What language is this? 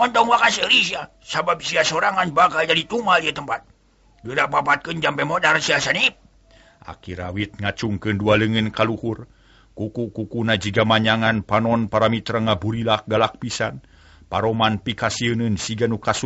Sundanese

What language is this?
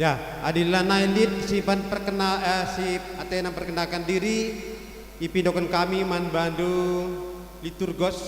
Batak Karo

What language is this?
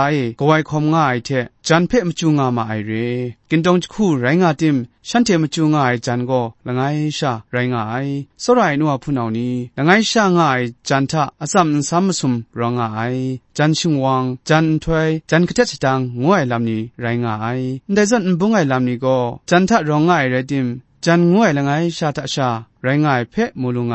Kachin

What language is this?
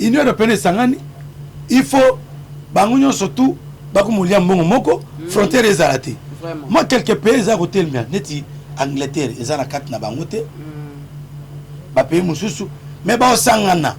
Lingala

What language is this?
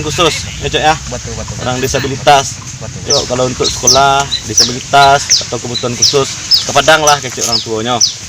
Minangkabau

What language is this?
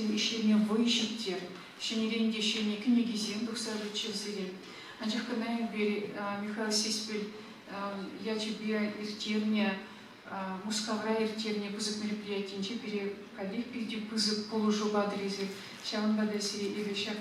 Chuvash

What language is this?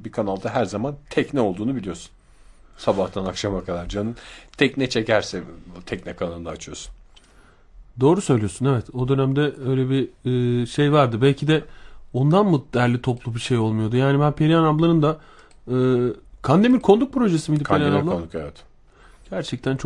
Turkish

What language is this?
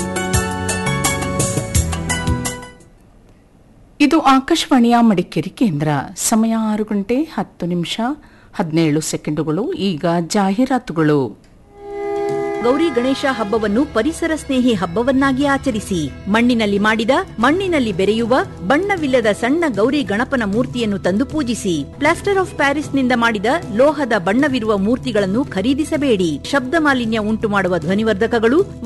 Kannada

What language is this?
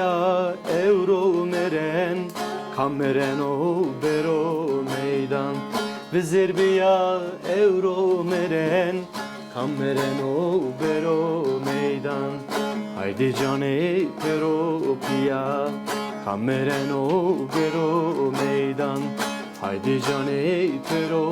Zaza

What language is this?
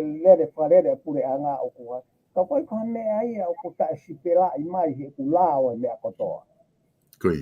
Tongan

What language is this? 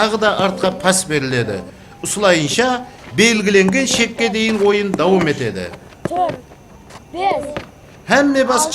Kara-Kalpak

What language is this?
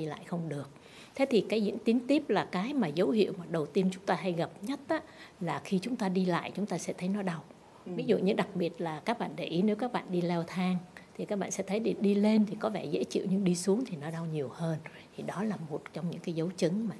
Vietnamese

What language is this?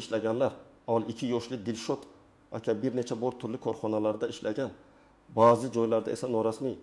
Uzbek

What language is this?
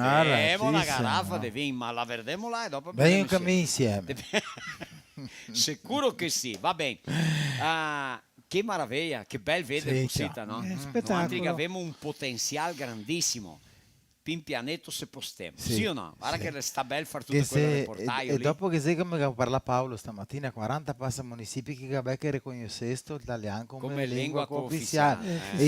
Venetian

